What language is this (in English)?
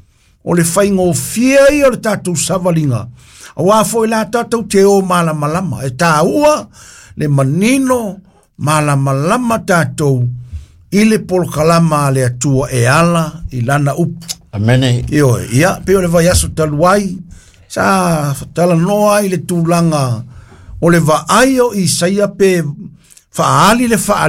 Samoan